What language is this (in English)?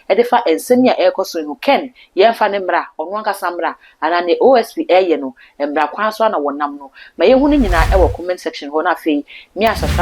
Akan